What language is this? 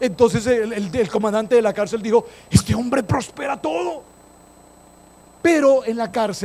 Spanish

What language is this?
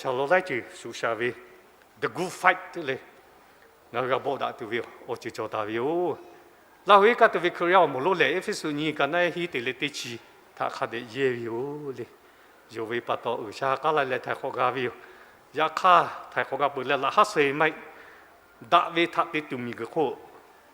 Lahu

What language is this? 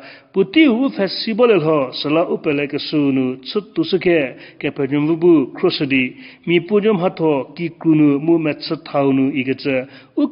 Angami Naga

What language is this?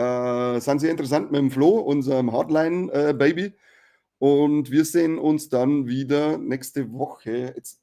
Bavarian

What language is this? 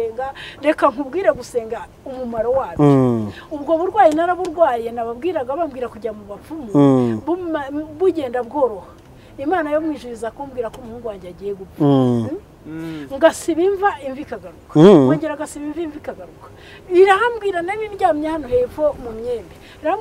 Kinyarwanda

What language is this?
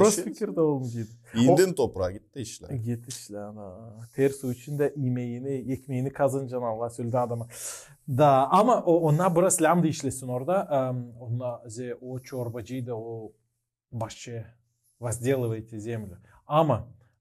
Gagauz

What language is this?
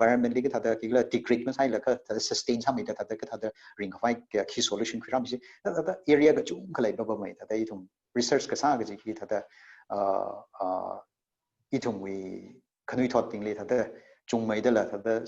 Tangkhul Naga (India)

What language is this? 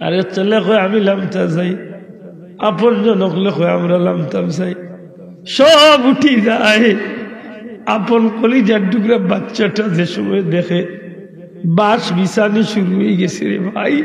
Sylheti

